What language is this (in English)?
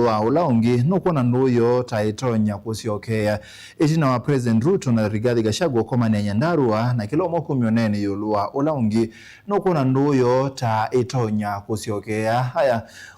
Kamba